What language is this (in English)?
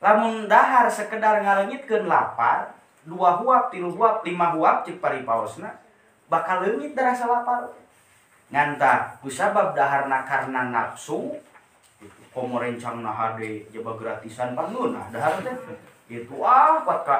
Sundanese